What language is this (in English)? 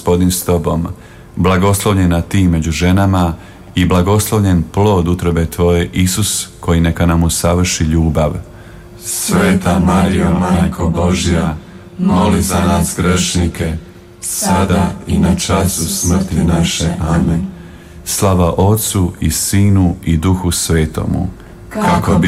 Croatian